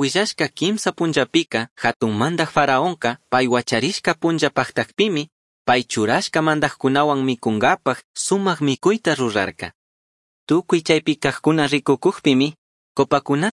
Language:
Chimborazo Highland Quichua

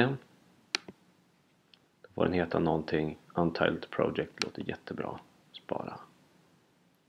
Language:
Swedish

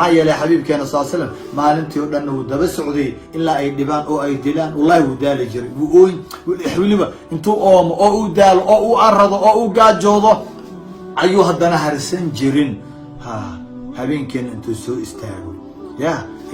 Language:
Somali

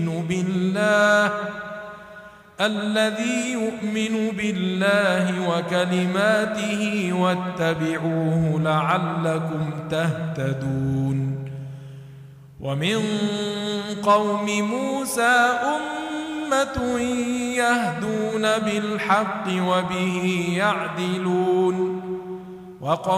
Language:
Arabic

